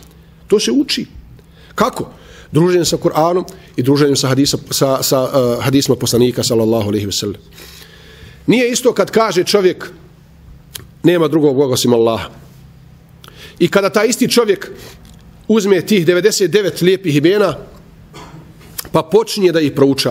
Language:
Bosnian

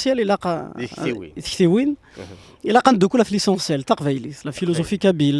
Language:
Kabyle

